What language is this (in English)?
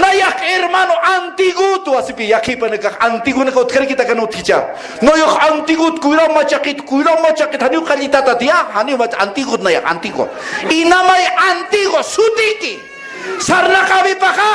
Aymara